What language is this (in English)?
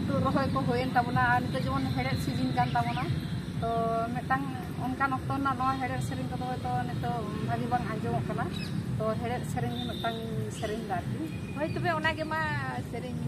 Santali